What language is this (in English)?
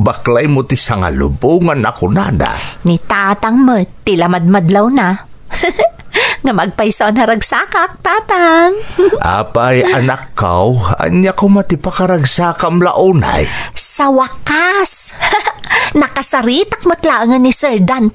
Iloko